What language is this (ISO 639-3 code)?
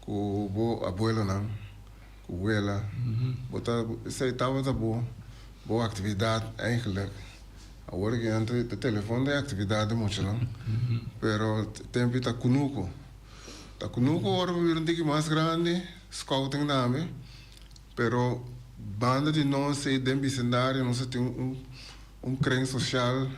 pap